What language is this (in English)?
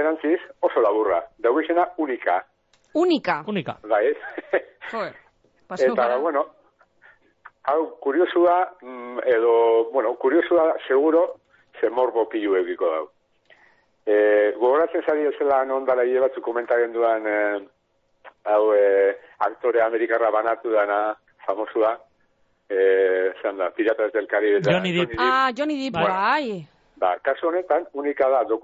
Basque